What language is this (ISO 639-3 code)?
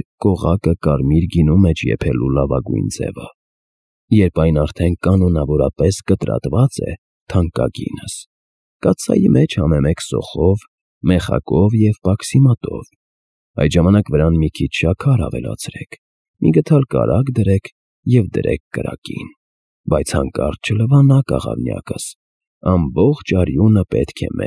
hye